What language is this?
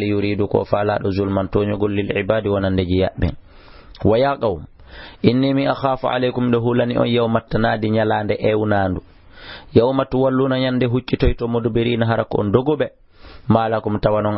Fula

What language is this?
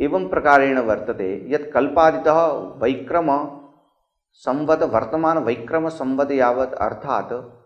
Sanskrit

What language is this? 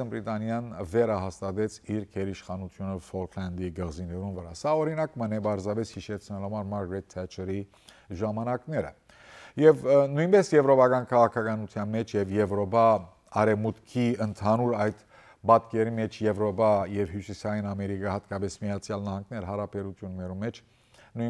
Western Armenian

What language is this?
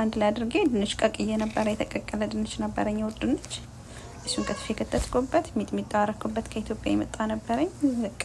Amharic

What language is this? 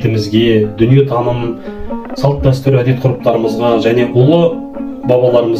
Kazakh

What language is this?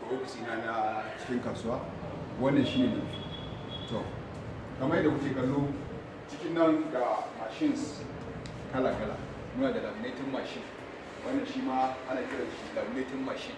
Hausa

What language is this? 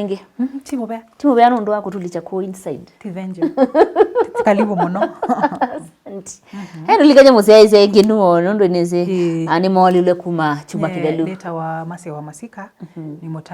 Kamba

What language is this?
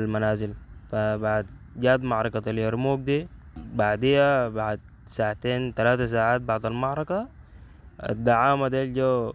Sudanese Arabic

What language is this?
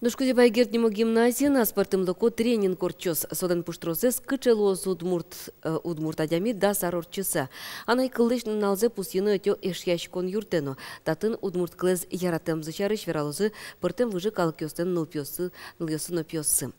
Udmurt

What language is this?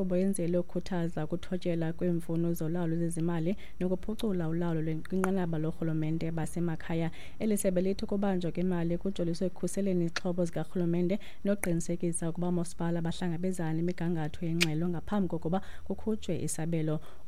Xhosa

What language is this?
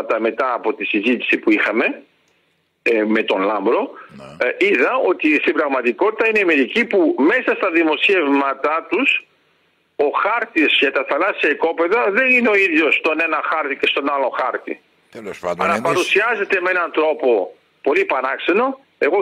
Greek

